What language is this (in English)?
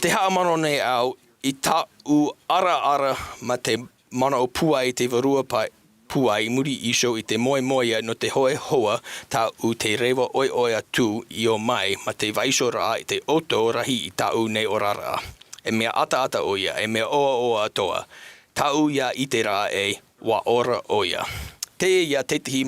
Tahitian